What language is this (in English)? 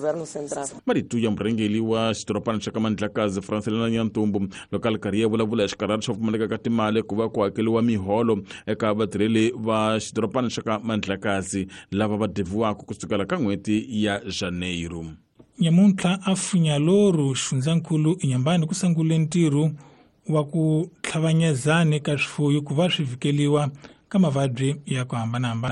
Tsonga